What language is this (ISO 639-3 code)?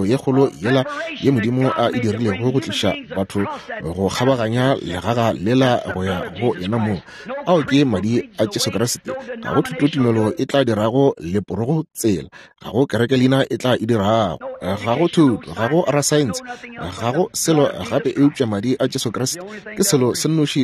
nso